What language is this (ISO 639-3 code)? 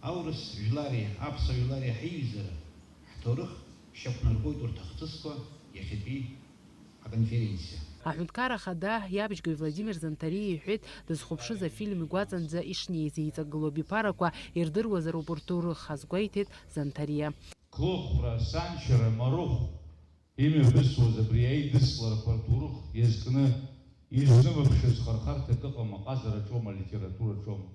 abk